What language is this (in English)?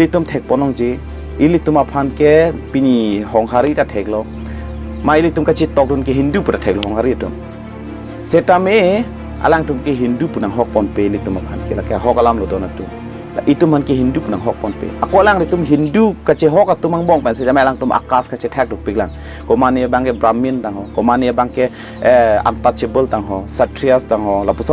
Karbi